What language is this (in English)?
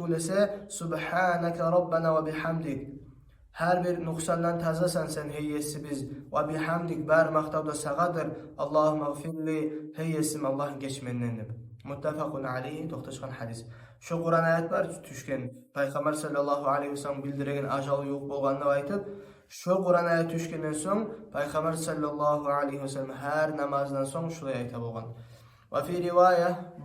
Kumyk